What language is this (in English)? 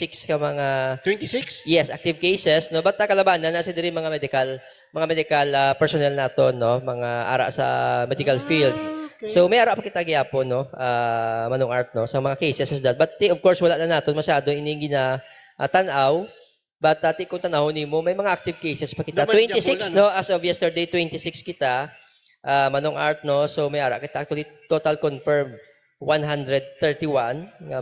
Hiligaynon